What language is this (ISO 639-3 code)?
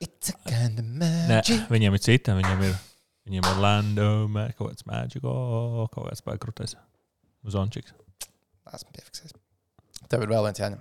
lav